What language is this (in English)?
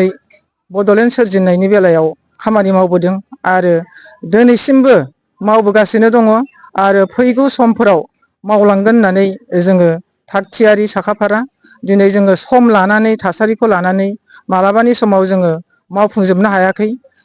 Bodo